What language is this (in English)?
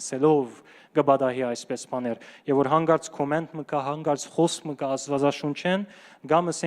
Western Armenian